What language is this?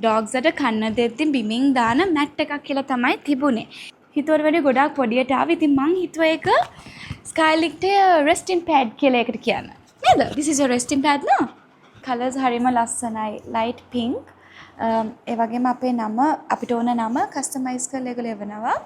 Sinhala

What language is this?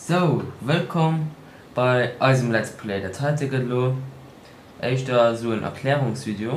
Luxembourgish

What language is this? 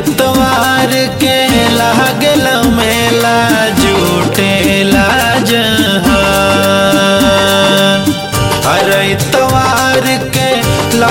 Bhojpuri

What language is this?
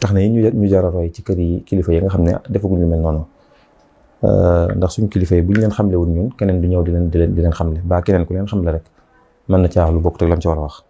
Wolof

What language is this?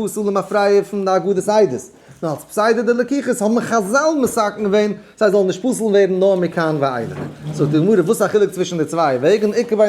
Yiddish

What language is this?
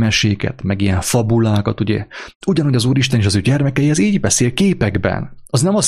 Hungarian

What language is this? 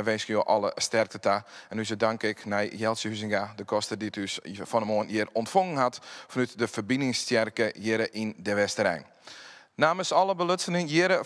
Western Frisian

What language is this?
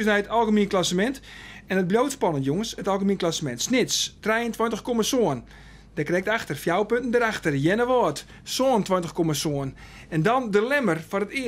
Western Frisian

